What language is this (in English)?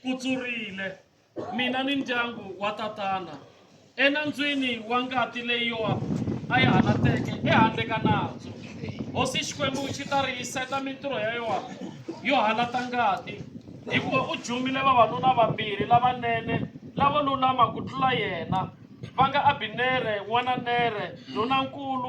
Tsonga